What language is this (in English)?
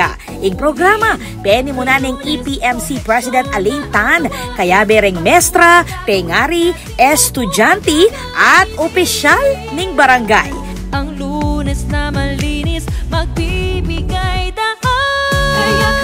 Pampanga